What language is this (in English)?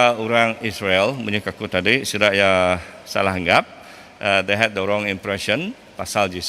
Iban